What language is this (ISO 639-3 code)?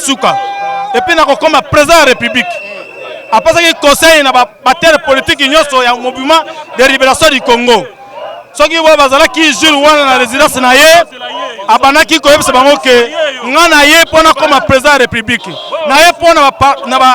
lin